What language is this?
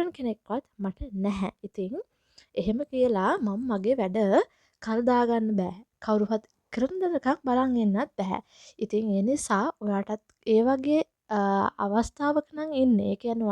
Sinhala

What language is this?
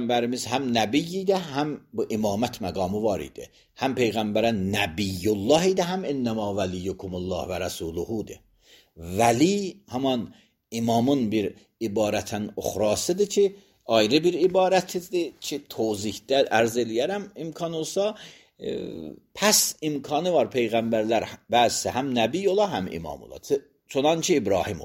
Azerbaijani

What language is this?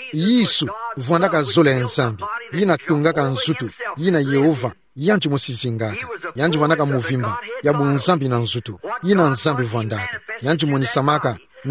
Kituba (Democratic Republic of Congo)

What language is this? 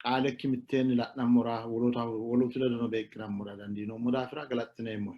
Sidamo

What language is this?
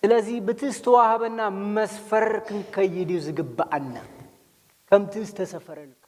Tigrinya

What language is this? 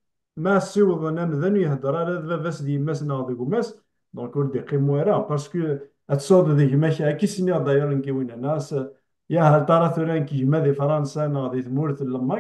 Kabyle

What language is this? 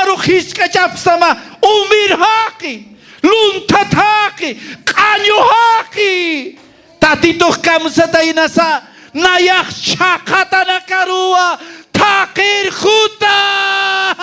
Aymara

